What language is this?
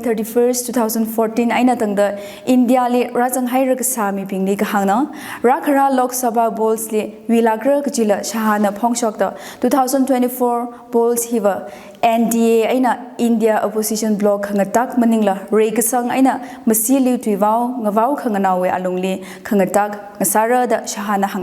Tangkhul Naga (India)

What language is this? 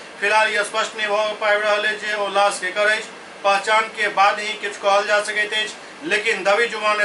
Maithili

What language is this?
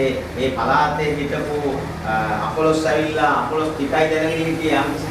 Sinhala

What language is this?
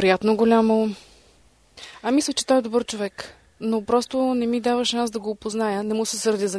Bulgarian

